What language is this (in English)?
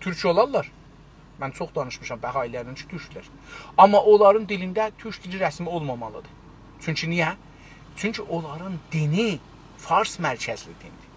South Azerbaijani